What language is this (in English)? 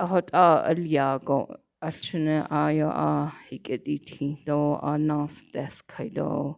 Navajo